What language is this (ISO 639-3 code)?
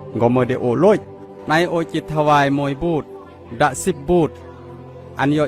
kjg